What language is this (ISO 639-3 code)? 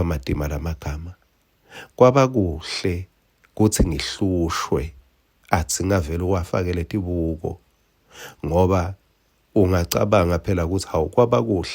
ssw